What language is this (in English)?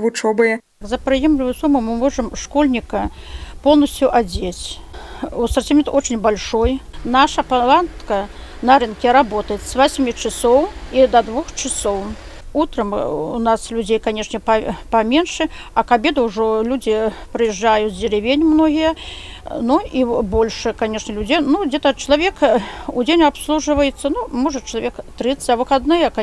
Belarusian